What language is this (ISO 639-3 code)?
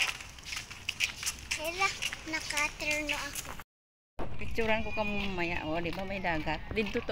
fil